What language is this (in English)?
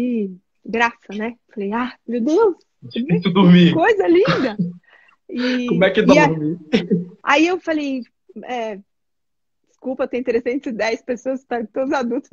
Portuguese